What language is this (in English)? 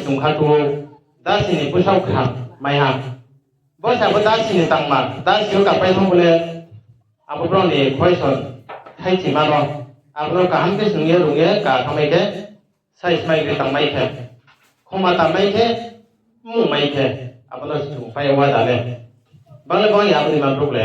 Riang (India)